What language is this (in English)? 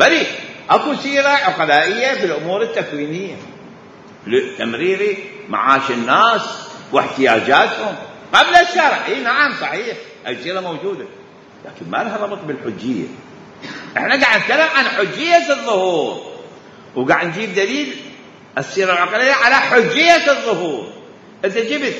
Mesopotamian Arabic